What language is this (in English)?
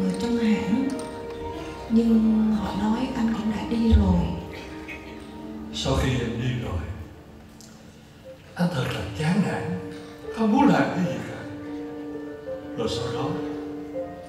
Vietnamese